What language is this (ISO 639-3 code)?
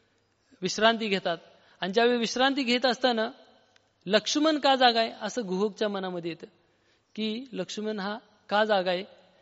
mar